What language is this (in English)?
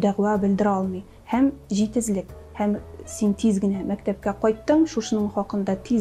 Tatar